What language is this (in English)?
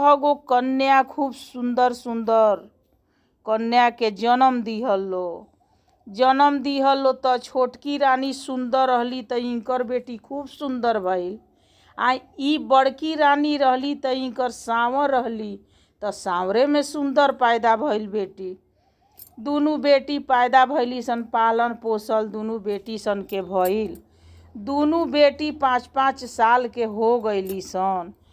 Bhojpuri